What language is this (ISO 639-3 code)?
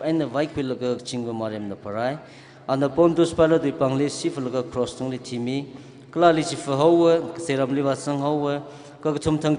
nmf